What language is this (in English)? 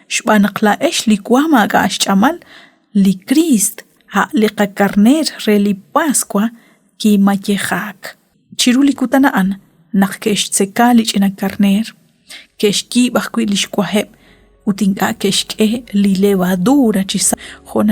Kekchí